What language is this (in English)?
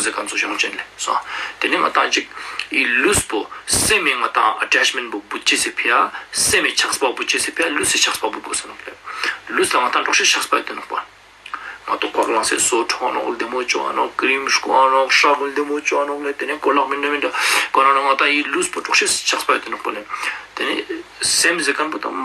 Ladakhi